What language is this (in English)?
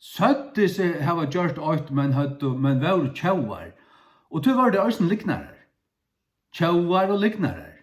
Faroese